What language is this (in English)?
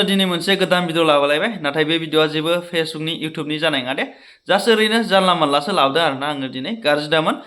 Bodo